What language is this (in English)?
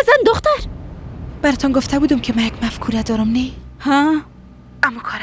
Persian